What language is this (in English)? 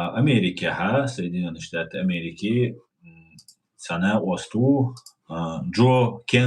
Chechen